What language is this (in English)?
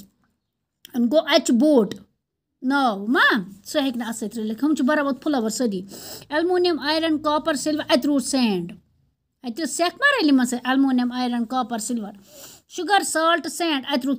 Kashmiri